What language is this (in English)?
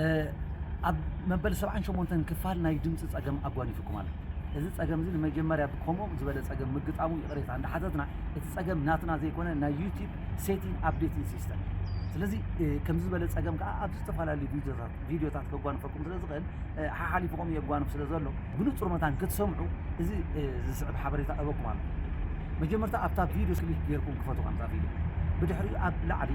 Tigrinya